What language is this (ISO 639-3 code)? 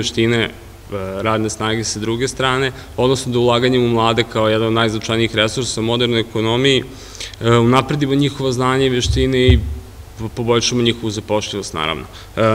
srp